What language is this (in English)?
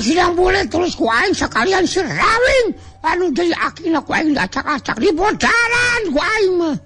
Sundanese